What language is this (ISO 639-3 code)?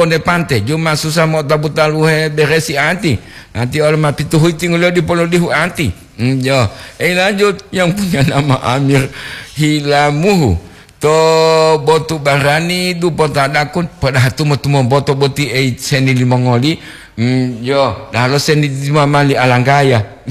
gor